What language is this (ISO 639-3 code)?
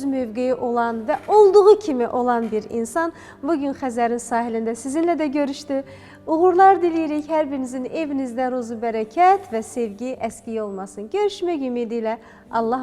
aze